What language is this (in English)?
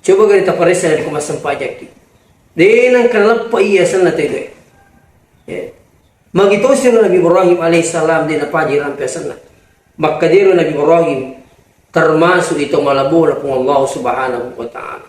Buginese